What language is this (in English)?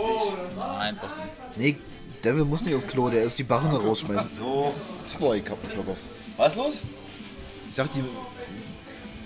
German